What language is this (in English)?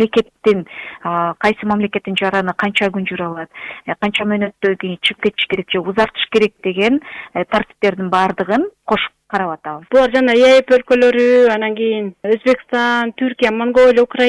Kyrgyz